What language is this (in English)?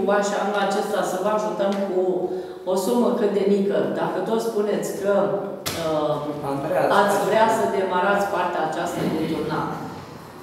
Romanian